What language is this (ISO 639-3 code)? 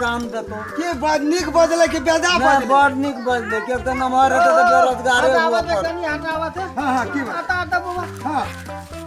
mai